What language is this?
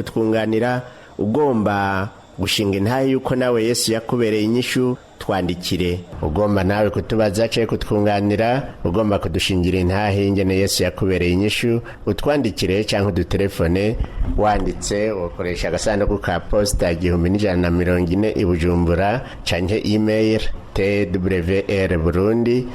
Rundi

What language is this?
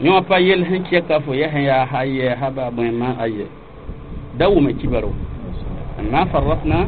Mossi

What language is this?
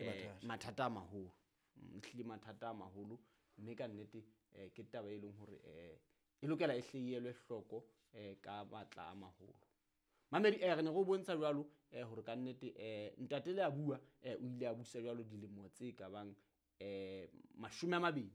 Southern Sotho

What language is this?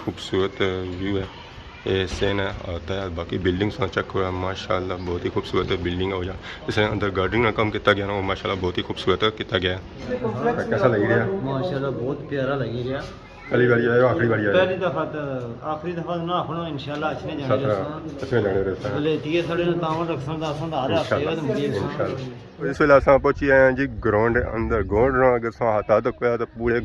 Pahari-Potwari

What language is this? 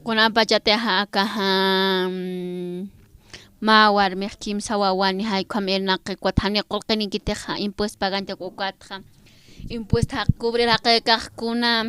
Aymara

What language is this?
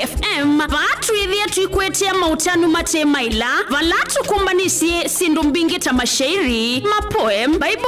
Kamba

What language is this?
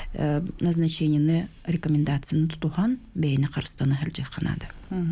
Yakut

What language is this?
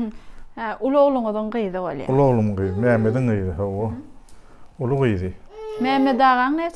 Turkmen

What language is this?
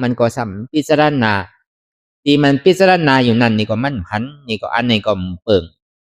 Shan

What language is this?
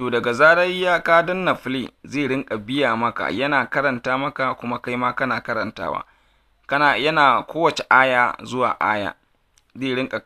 Hausa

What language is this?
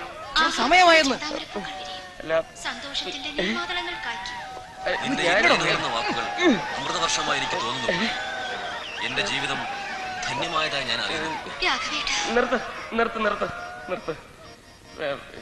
Malayalam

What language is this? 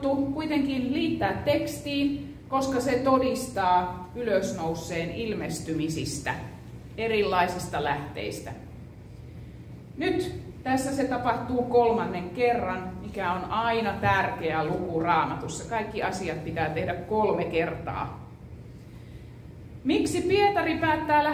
Finnish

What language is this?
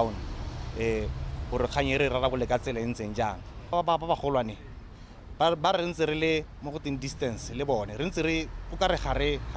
Tswana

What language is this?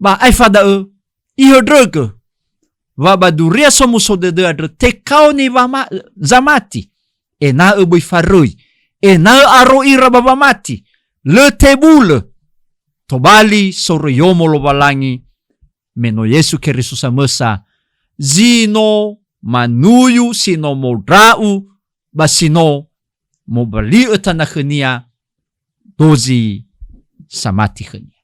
Nias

